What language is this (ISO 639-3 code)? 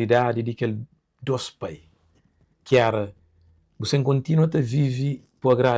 kea